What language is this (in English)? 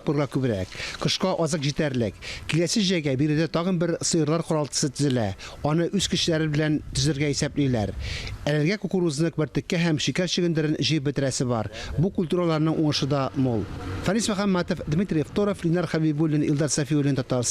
Tatar